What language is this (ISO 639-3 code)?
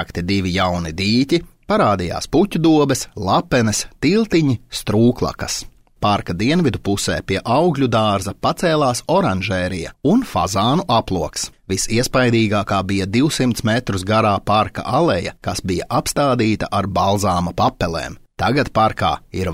lav